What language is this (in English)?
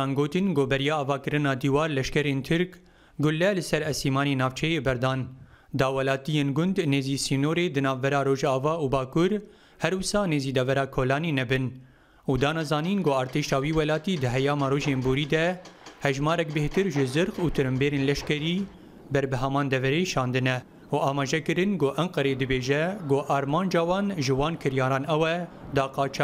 Kurdish